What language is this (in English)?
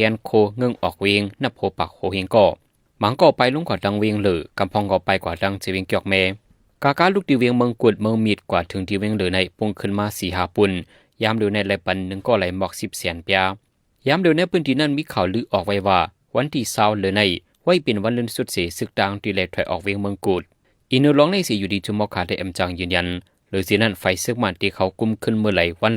Shan